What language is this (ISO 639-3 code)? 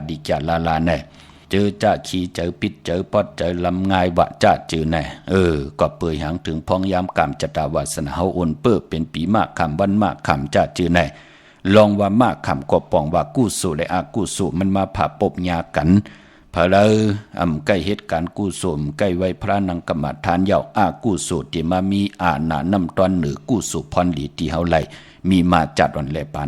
shn